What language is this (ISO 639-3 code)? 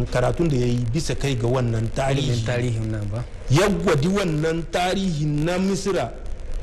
hau